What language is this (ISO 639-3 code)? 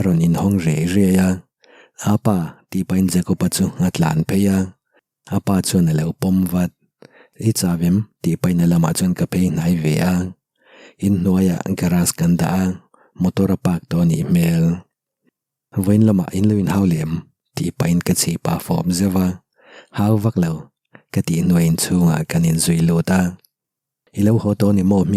lus